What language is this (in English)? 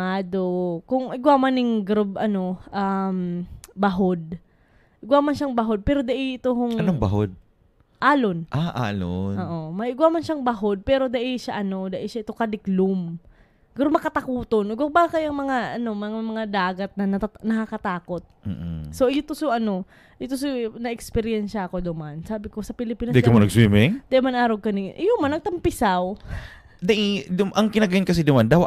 Bikol